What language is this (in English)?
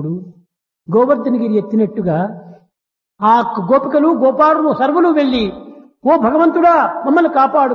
Telugu